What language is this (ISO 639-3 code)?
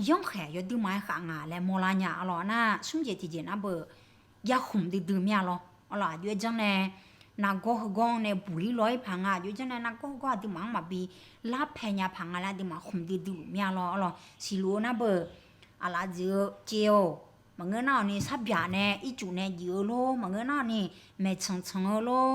ahk